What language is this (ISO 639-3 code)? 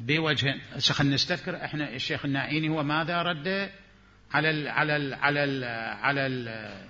acm